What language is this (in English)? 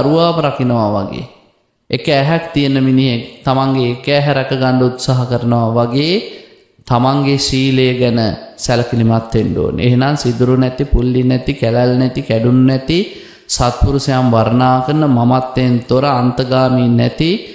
Sinhala